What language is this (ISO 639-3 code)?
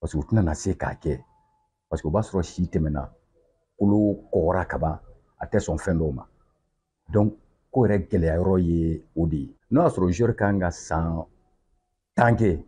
bam